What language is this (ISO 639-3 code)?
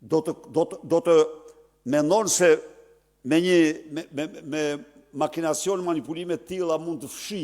sqi